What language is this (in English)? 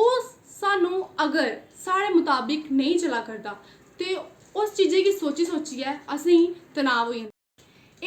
Dogri